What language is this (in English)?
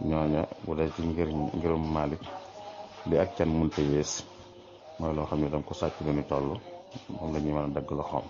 Wolof